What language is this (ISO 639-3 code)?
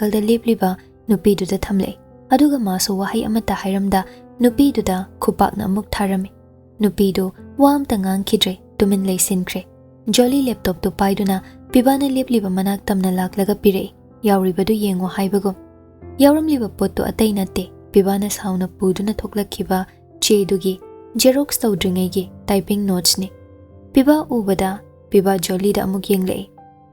mni